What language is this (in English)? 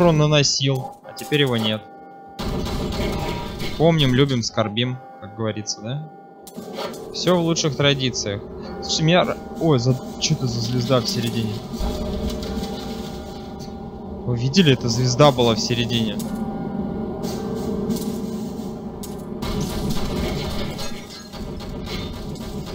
Russian